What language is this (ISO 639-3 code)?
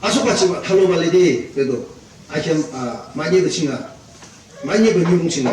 yim